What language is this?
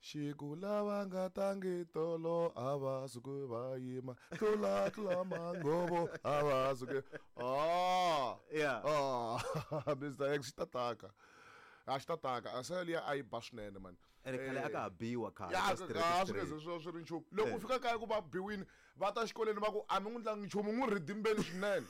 Tsonga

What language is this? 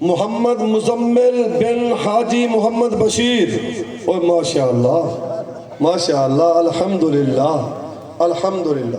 Saraiki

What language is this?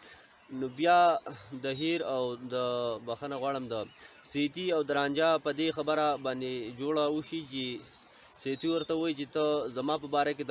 Pashto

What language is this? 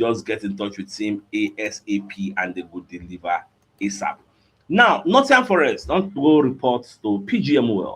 Nigerian Pidgin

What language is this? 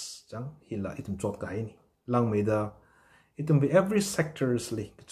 Tangkhul Naga (India)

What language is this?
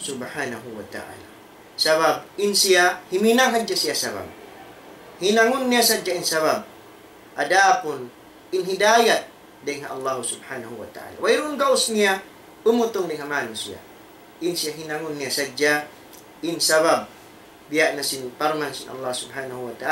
Tausug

